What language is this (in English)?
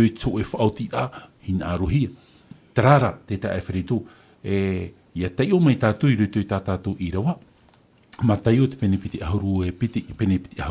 Tahitian